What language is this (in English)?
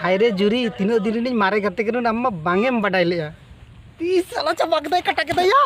Santali